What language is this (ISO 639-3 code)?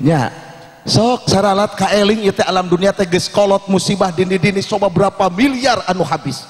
sun